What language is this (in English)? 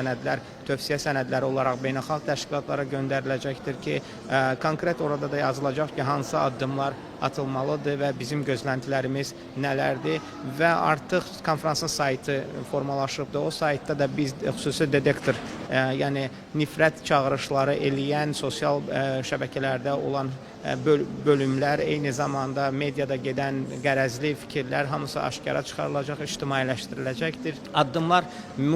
Azerbaijani